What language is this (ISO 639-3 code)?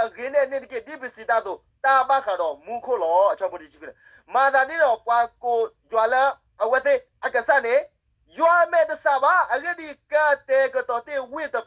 ksw